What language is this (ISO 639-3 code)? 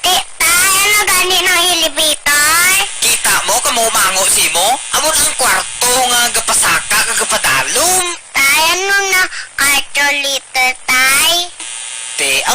hil